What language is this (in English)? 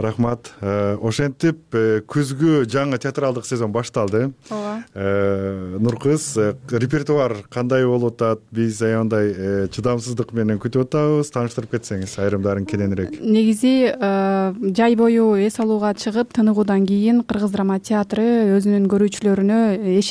Kyrgyz